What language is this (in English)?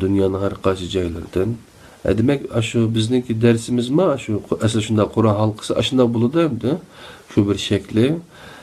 Uyghur